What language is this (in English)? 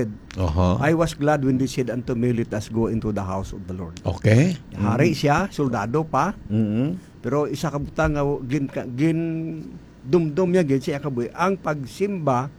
Hiligaynon